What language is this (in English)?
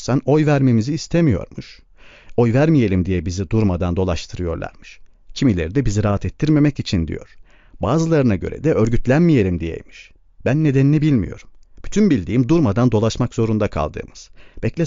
Turkish